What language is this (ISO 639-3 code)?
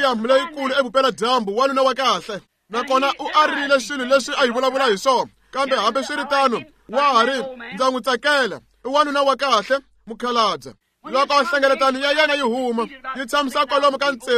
tso